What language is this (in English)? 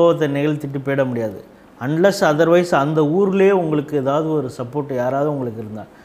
Tamil